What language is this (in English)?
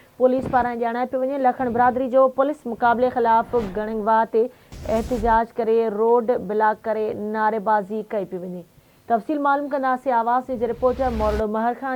Sindhi